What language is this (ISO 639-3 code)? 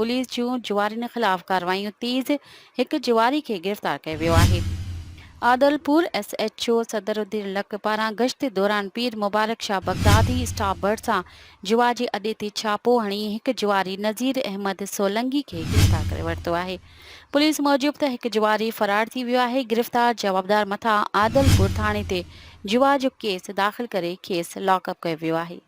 snd